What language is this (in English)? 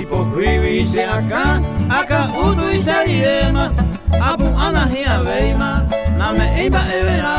Guarani